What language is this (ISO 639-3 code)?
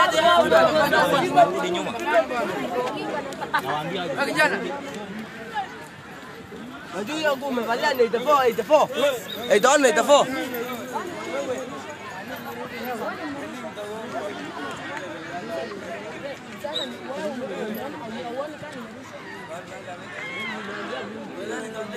swa